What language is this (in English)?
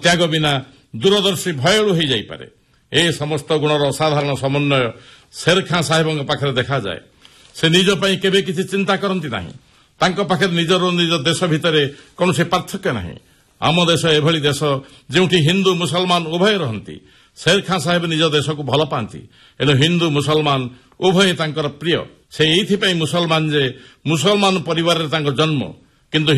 Odia